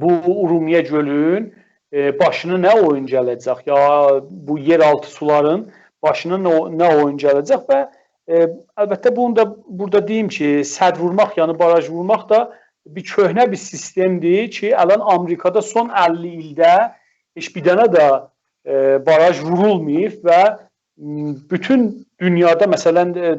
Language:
South Azerbaijani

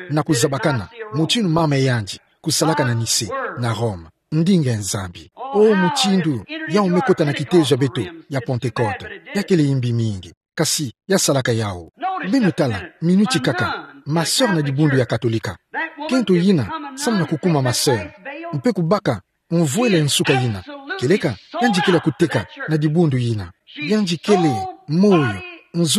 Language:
Kituba (Democratic Republic of Congo)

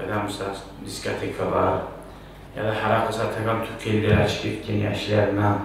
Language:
Kumyk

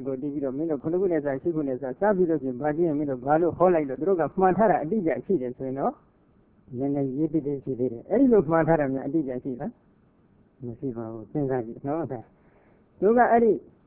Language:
Burmese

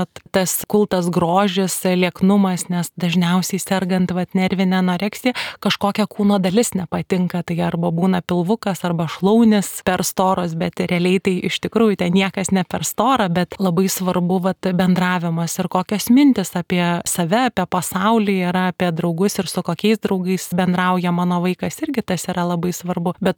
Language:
Lithuanian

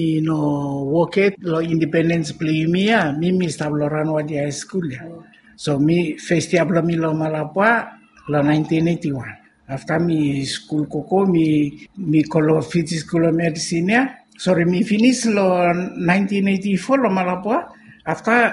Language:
Bislama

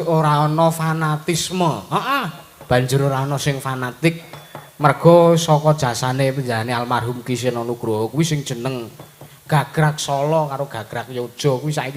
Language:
Javanese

